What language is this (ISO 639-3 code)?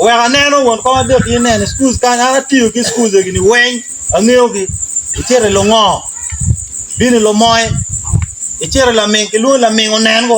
ach